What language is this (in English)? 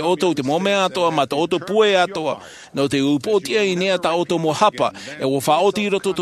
Tahitian